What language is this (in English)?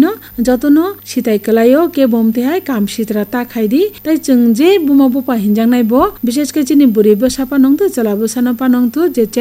Kok Borok